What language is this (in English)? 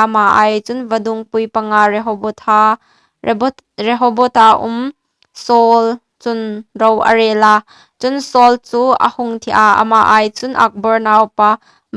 Hmar